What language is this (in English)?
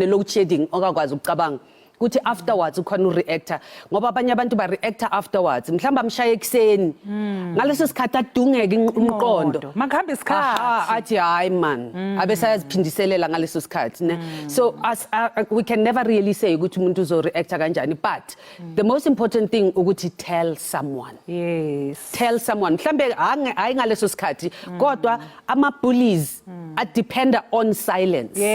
Zulu